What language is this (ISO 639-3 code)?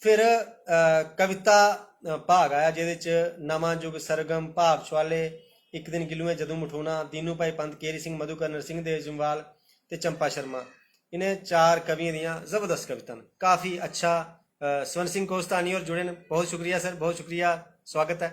doi